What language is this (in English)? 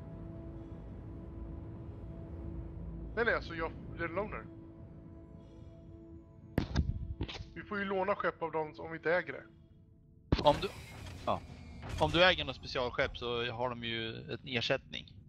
Swedish